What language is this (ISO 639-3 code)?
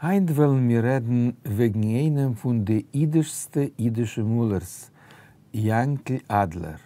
yid